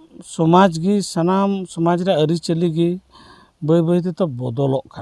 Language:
Santali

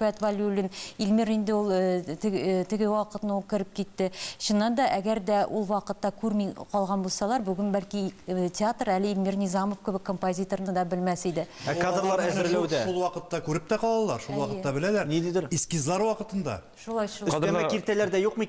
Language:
Tatar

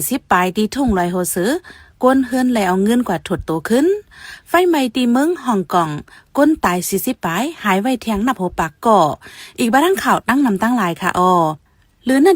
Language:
Shan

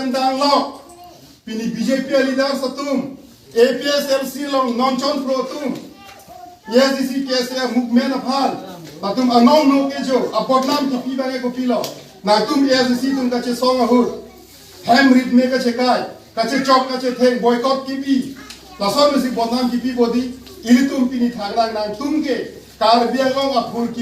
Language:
Karbi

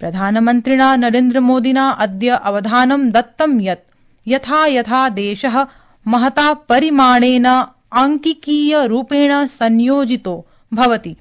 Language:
Sanskrit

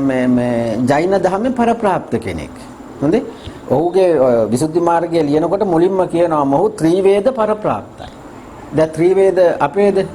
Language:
Sinhala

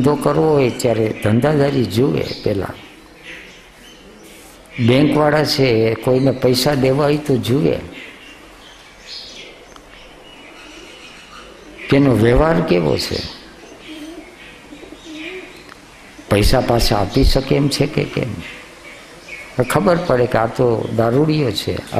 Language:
Gujarati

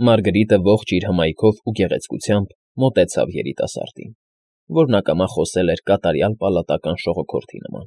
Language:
Armenian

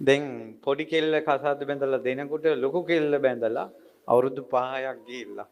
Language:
Sinhala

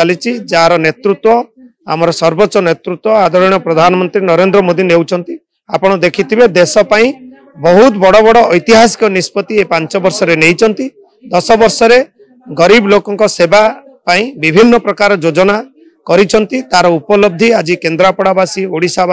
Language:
Odia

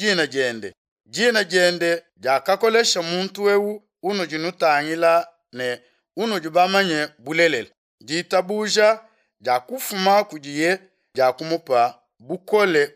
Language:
Luba-Lulua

